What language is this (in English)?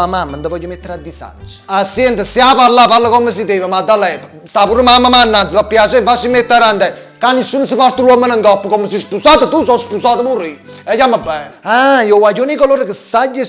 Neapolitan